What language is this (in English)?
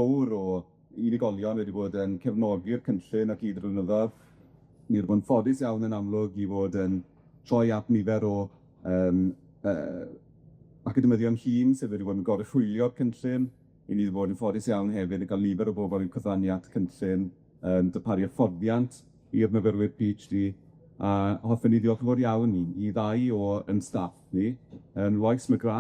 Welsh